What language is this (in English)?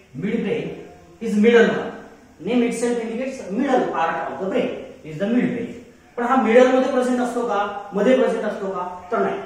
Marathi